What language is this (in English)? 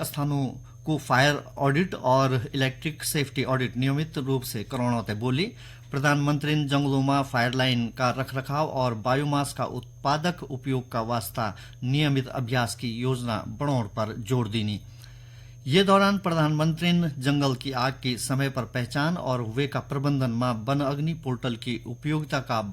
Garhwali